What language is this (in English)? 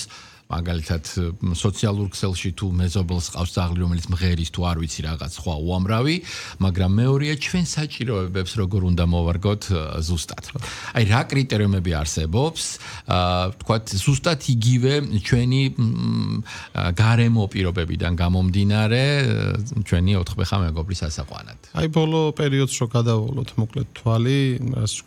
Georgian